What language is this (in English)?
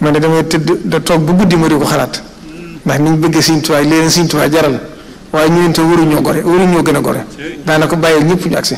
Wolof